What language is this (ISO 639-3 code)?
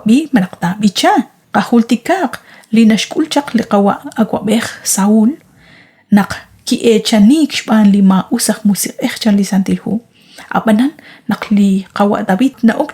kek